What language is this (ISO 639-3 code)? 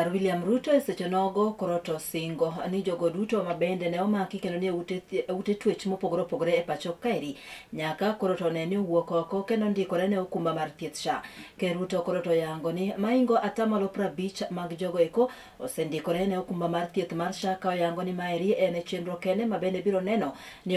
luo